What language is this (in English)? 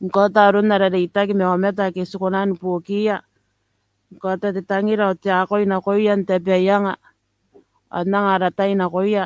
Gilbertese